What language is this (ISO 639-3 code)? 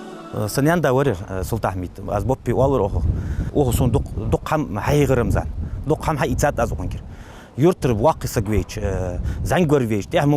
inh